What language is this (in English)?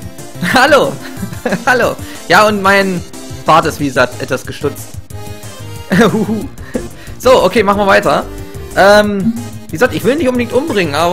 German